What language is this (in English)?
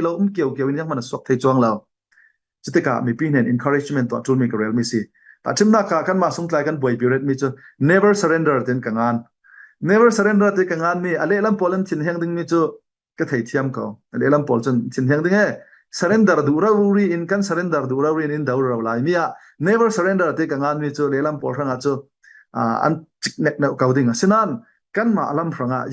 Falam Chin